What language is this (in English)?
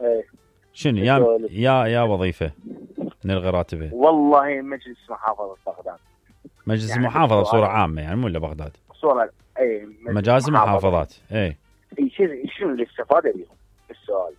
Mesopotamian Arabic